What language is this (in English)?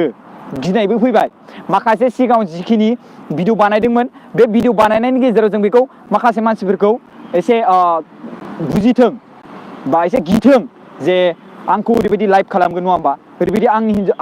Bodo